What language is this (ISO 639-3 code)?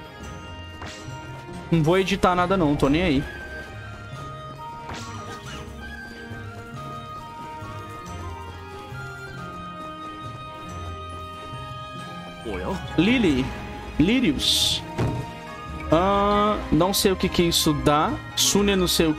por